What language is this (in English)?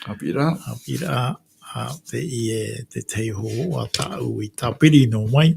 Tahitian